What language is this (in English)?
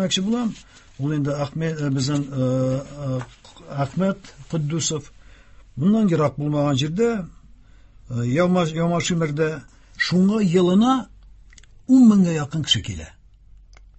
Tatar